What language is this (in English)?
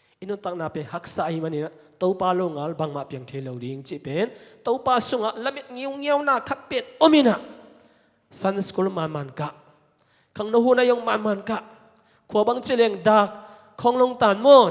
Tedim Chin